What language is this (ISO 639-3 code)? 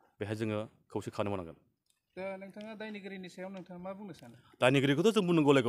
brx